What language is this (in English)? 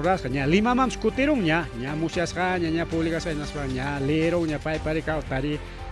Ayacucho Quechua